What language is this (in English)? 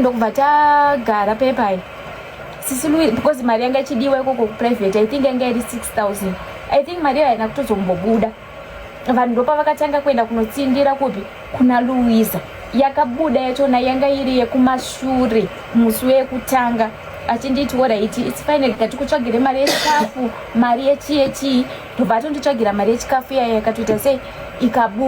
Shona